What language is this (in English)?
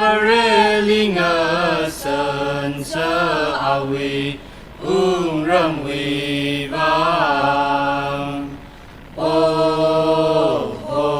Tangkhul Naga (India)